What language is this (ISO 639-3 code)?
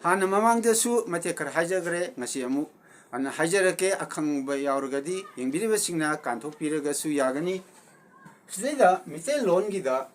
mni